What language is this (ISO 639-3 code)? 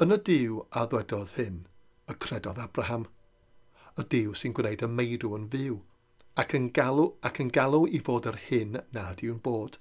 cym